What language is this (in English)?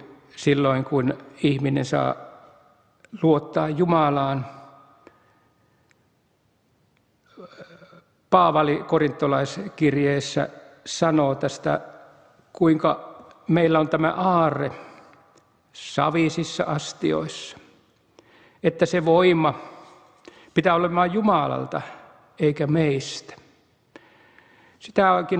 Finnish